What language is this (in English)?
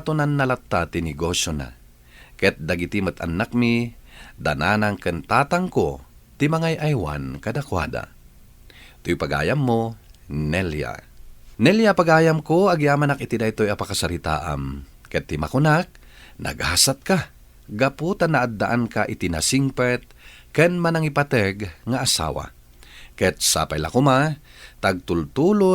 Iloko